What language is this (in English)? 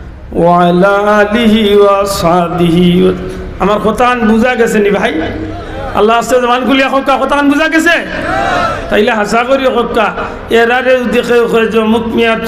Sylheti